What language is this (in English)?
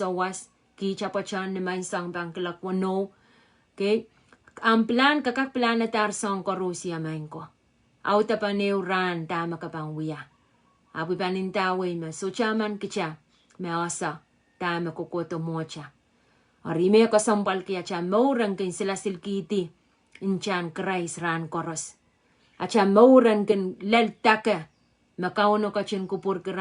Pohnpeian